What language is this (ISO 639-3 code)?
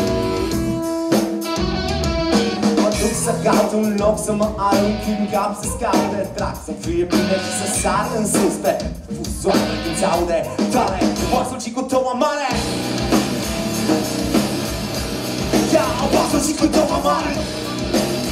ron